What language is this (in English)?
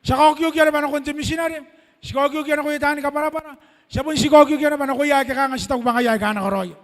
Gilbertese